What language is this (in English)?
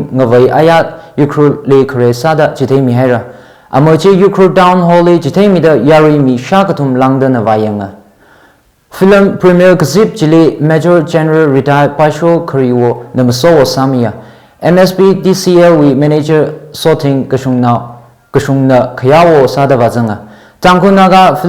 Tangkhul Naga (India)